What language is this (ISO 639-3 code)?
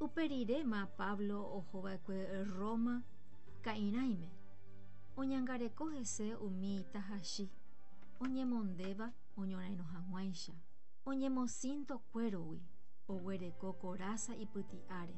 grn